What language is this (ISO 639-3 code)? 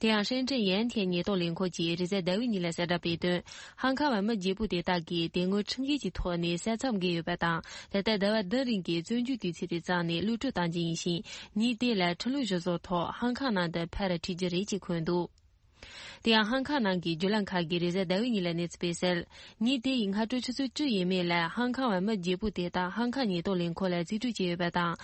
bod